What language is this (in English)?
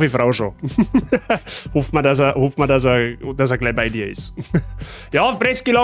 Bavarian